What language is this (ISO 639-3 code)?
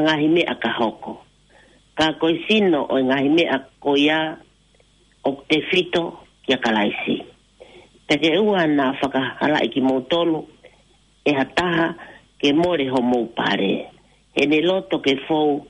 ton